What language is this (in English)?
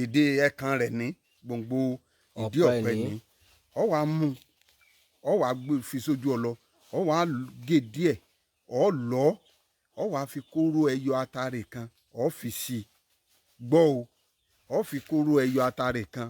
Yoruba